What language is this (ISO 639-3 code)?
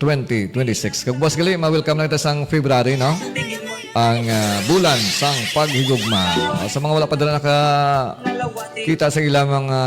hil